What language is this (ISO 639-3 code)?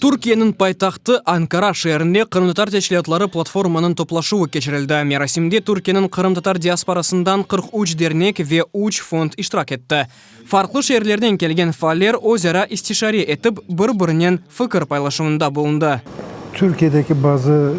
crh